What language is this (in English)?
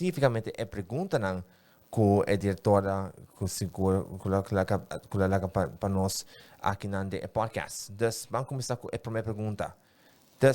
Papiamento